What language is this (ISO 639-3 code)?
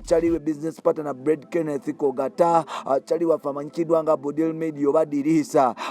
lug